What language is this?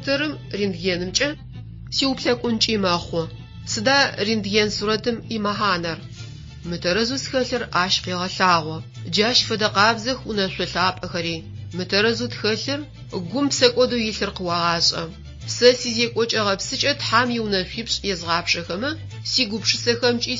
Adyghe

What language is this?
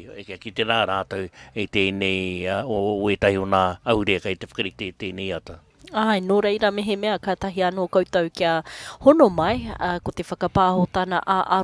Māori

